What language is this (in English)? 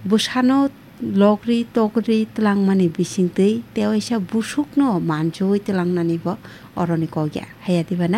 Kok Borok